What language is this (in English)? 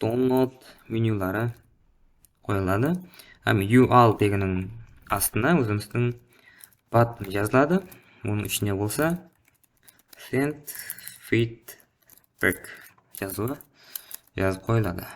Kara-Kalpak